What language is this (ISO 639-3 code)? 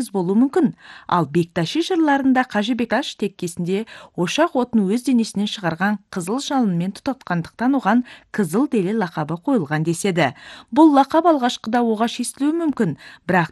kaz